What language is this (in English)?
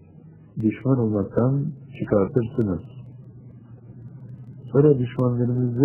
Turkish